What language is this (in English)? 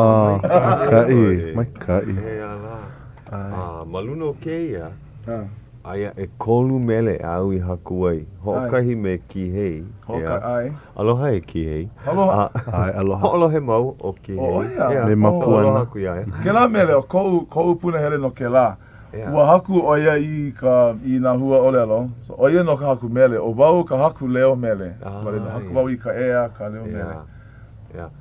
Hawaiian